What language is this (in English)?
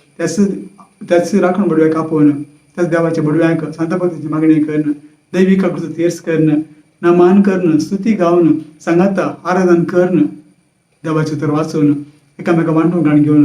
Konkani